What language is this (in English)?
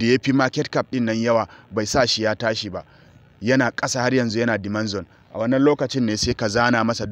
Hausa